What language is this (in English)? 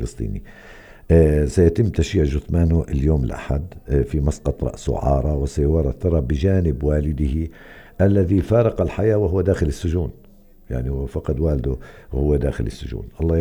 North Levantine Arabic